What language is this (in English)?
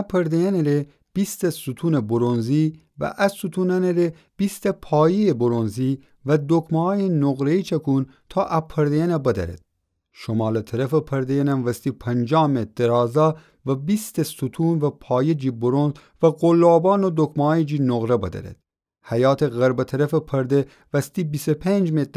Gilaki